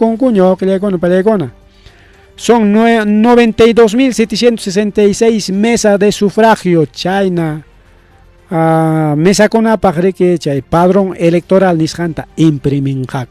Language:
Ayacucho Quechua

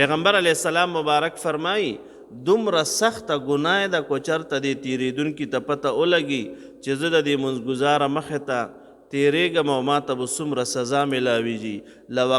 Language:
Pashto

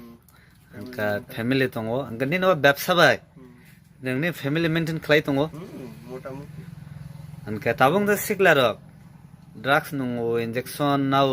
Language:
Kok Borok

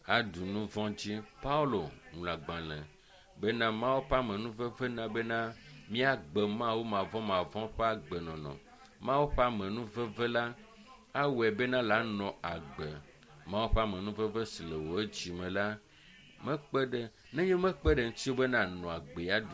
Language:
Ewe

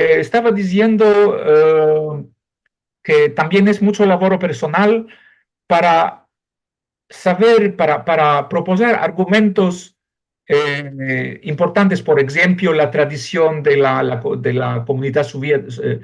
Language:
Ladino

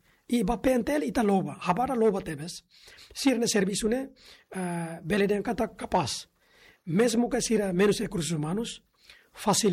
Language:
Tetum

